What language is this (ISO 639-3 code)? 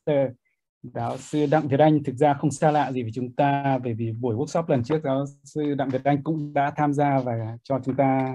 vie